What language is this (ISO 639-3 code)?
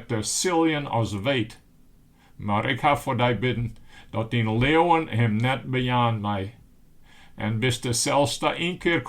fry